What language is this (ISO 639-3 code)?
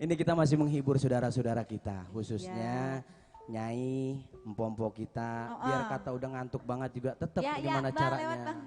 bew